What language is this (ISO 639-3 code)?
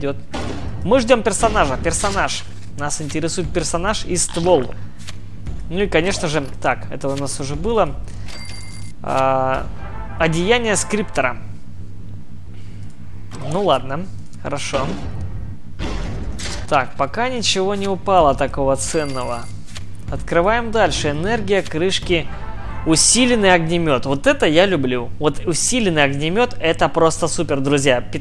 rus